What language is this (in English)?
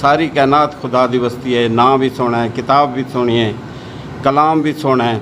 Saraiki